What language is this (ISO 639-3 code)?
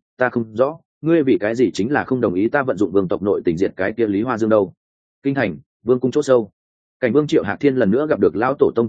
vie